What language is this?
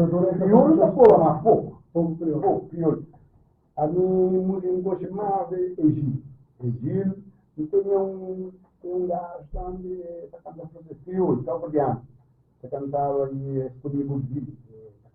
Kabuverdianu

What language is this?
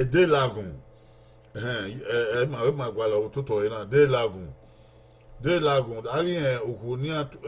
Bini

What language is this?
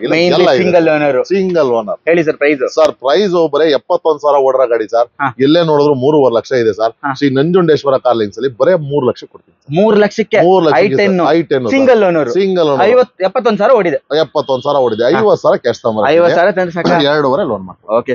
Kannada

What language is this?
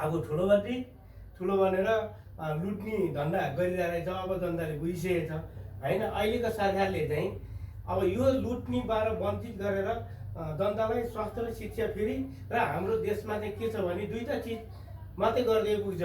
Nepali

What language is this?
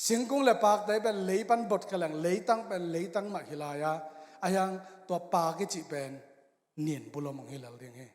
Tedim Chin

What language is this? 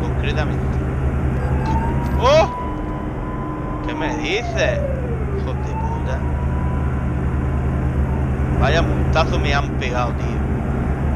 Spanish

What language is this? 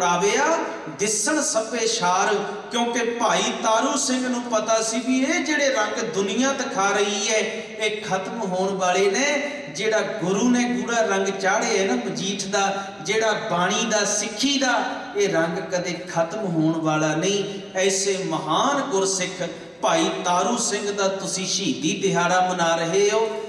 Punjabi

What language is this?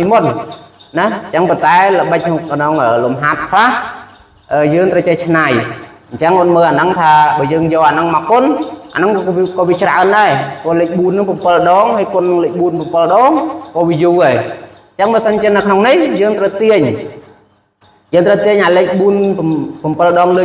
Khmer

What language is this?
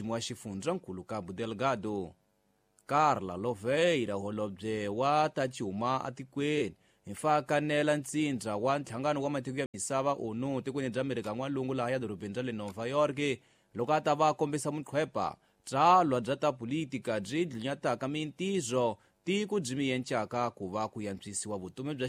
Tsonga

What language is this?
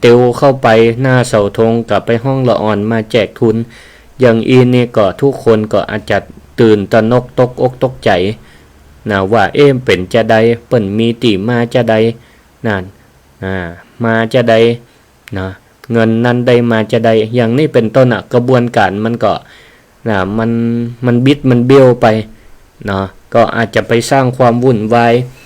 Northern Thai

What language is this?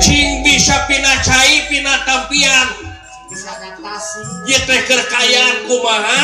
Sundanese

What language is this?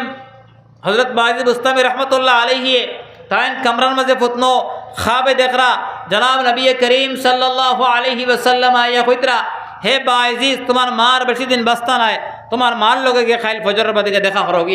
Sylheti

